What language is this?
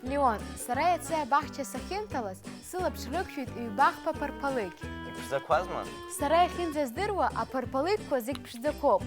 Abkhazian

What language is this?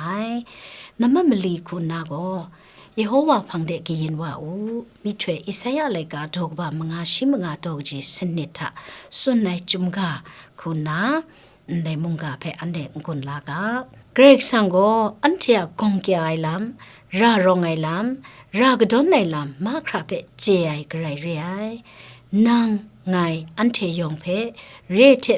Kachin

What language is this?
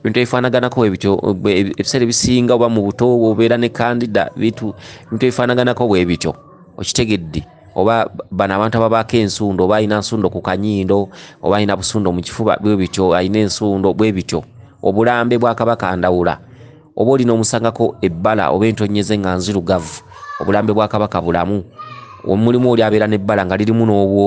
Ganda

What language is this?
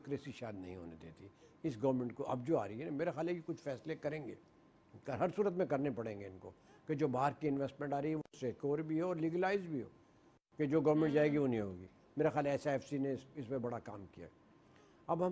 Urdu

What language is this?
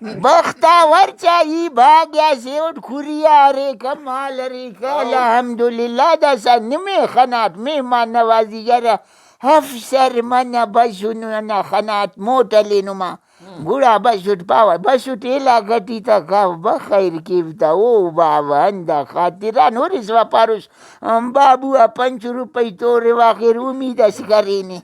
Brahui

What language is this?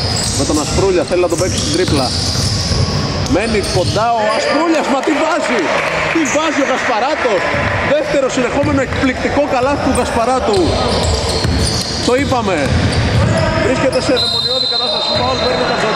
Greek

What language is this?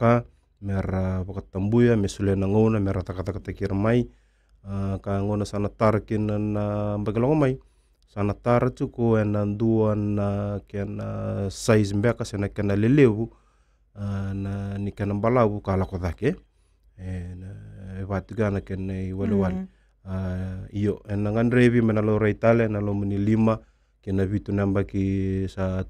Fijian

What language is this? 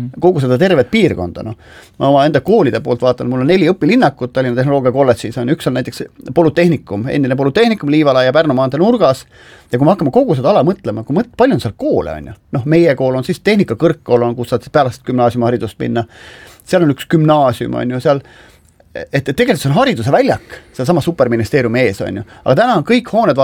Estonian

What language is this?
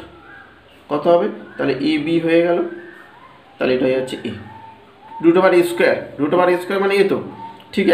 Bangla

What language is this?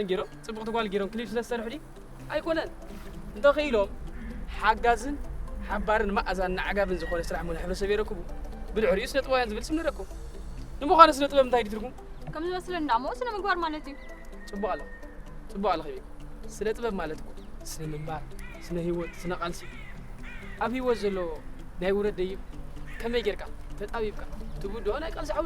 Tigrinya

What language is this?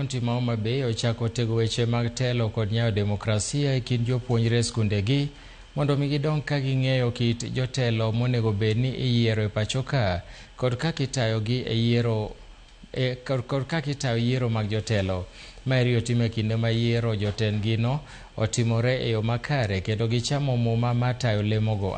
Luo (Kenya and Tanzania)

